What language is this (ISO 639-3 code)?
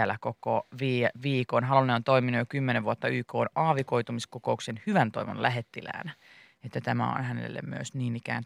fin